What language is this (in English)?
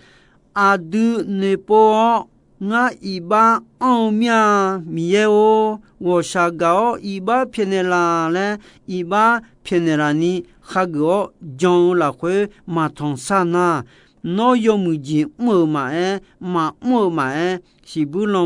Akha